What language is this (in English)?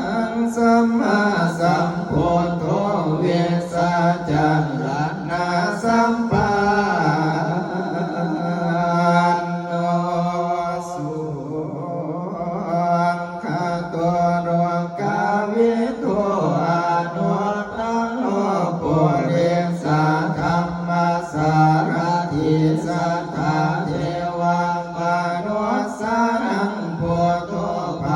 Pali